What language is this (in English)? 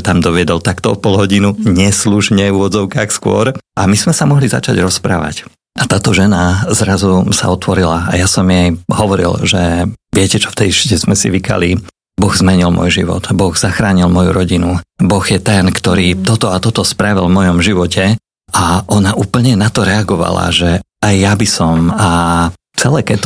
Slovak